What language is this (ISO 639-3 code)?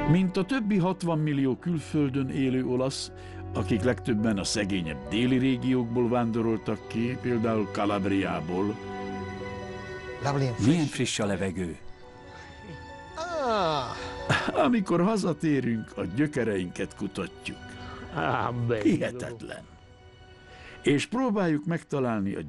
hun